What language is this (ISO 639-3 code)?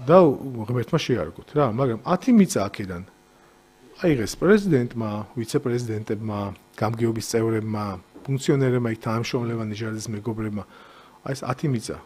kat